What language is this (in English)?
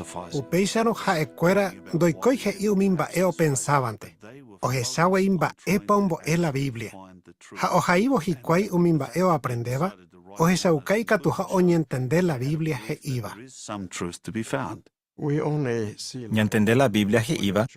Guarani